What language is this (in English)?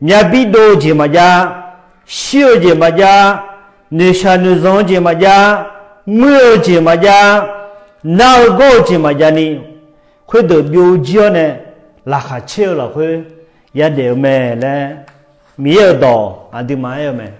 Akha